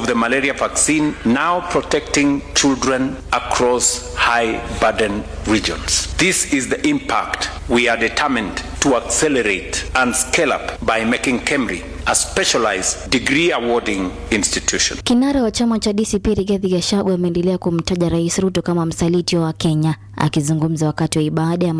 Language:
Swahili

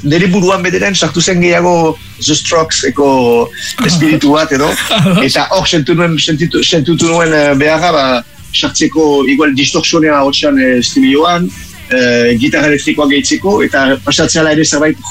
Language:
Basque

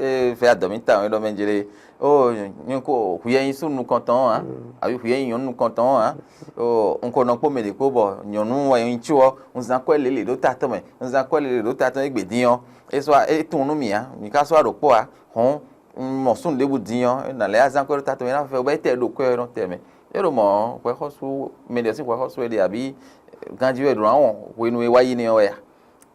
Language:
Fon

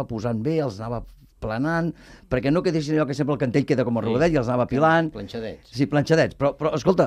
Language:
Catalan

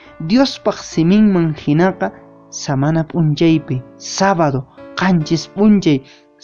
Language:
Quechua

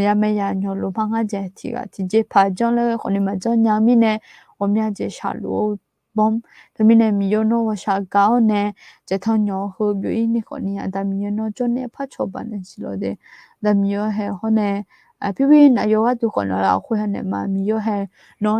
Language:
Akha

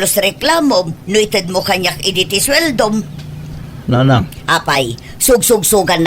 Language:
Iloko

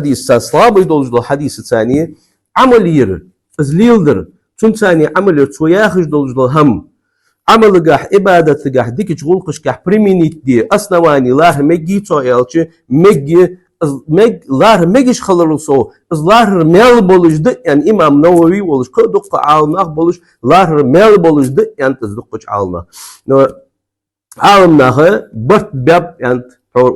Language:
Ingush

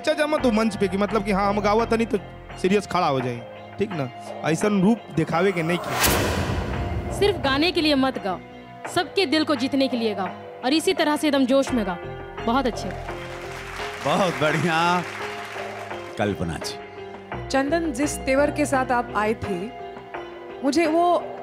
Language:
Bhojpuri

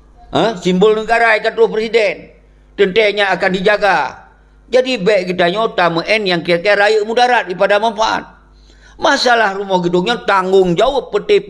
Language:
Achinese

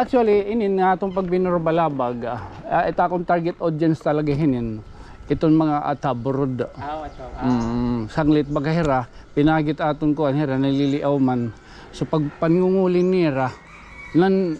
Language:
Waray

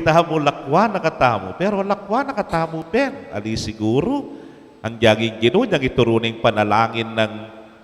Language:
Pampanga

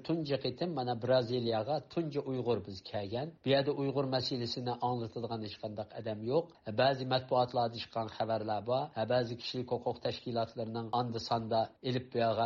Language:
Uyghur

